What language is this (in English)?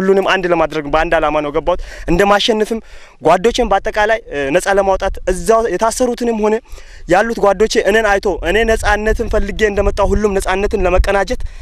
Amharic